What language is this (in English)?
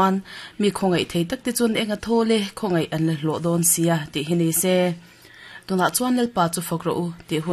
Mizo